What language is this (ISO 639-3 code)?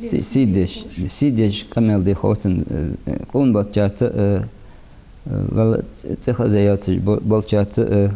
inh